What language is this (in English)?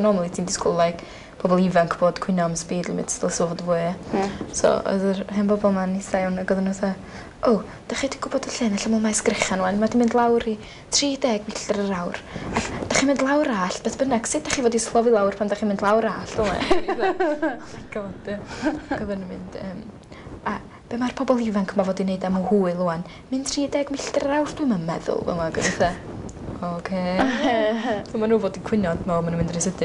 Welsh